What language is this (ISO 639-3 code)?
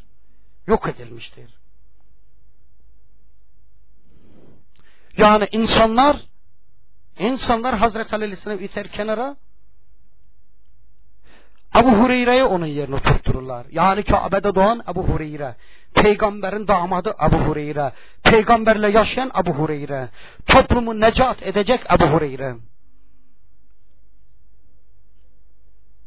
tur